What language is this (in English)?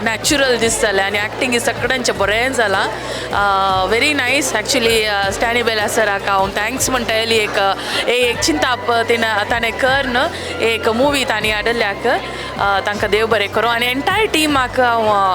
Konkani